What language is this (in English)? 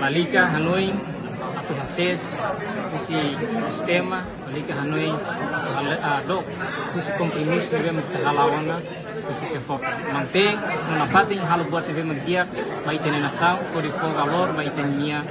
Tetum